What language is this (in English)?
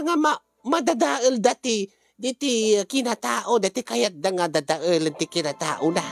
Iloko